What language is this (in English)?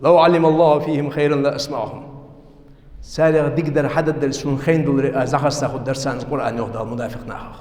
Ingush